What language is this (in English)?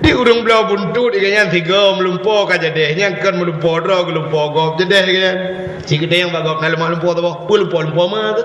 Achinese